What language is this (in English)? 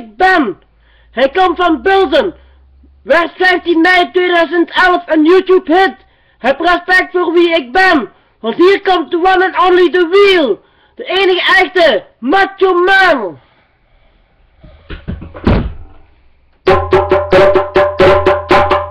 Dutch